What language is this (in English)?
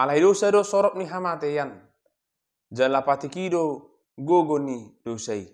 Batak Toba